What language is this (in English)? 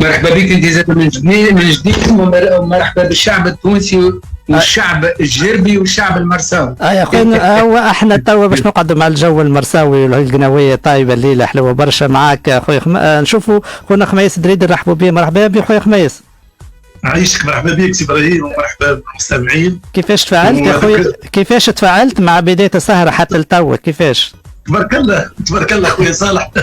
Tunisian Arabic